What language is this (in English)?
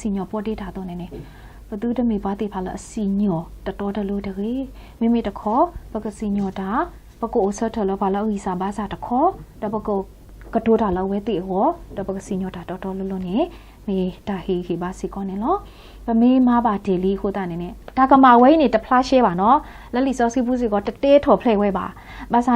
S'gaw Karen